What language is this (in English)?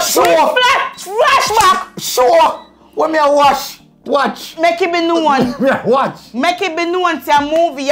Jamaican Creole English